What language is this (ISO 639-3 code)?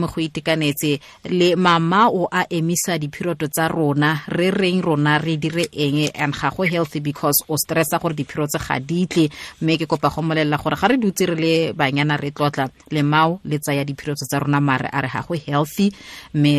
tsn